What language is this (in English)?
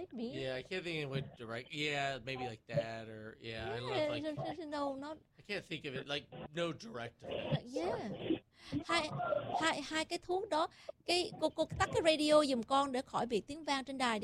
Vietnamese